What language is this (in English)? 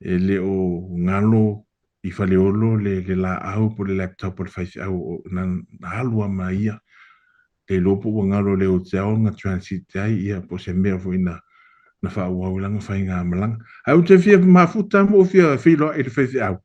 Samoan